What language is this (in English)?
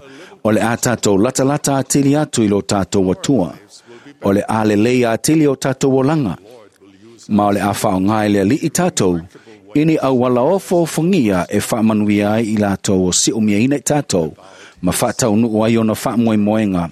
Samoan